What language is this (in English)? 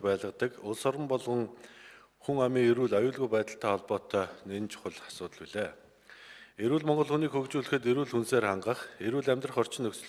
Mongolian